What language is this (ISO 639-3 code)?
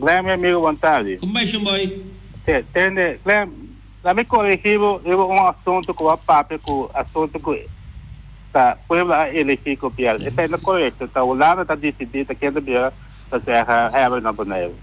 pap